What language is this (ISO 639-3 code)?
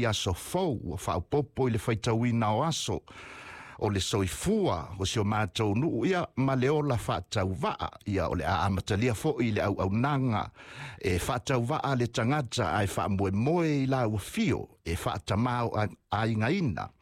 smo